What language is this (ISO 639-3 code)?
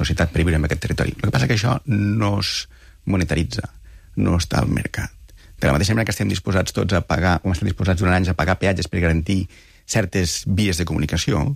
cat